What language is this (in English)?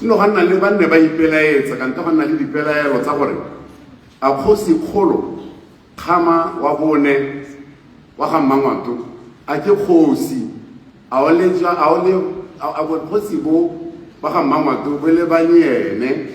Tswana